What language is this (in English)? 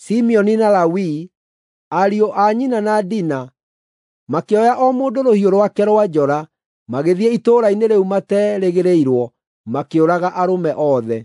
Kikuyu